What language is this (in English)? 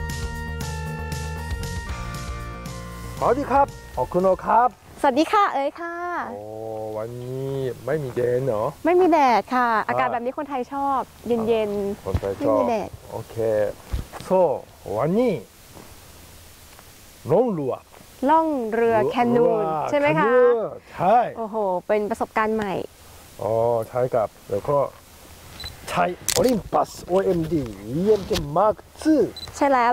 Thai